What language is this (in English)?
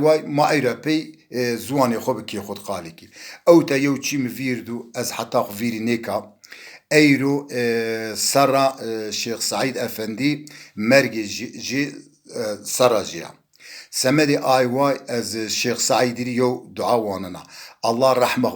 Zaza